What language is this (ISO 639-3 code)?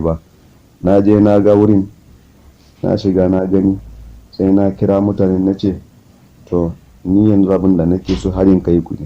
hau